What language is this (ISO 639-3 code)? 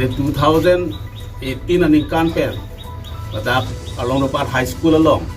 mjw